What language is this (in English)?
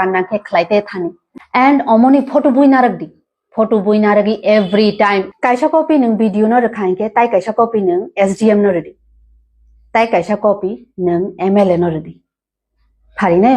Kok Borok